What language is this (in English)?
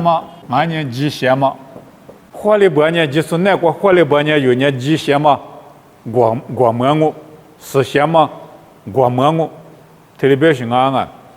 Lisu